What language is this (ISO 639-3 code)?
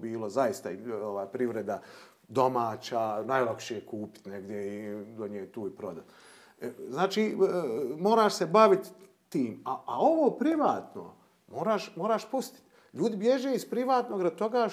bos